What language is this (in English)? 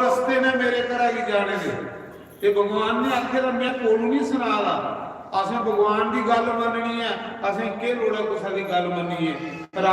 Dogri